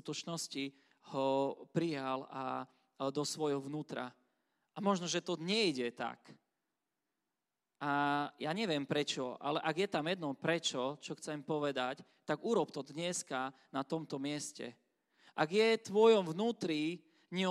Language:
Slovak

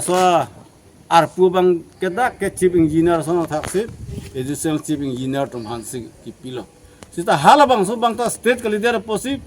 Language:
Karbi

